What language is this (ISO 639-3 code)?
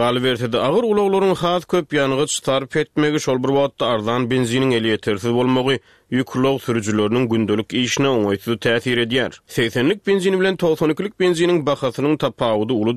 tuk